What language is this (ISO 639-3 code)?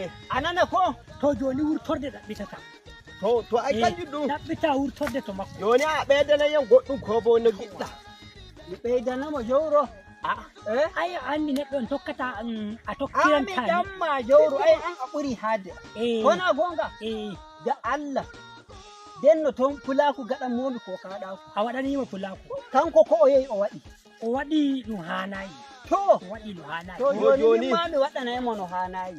fuv